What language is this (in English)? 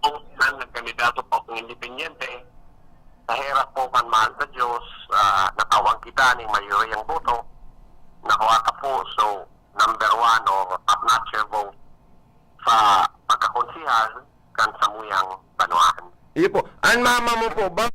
Bikol